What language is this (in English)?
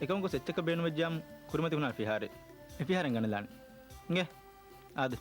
Divehi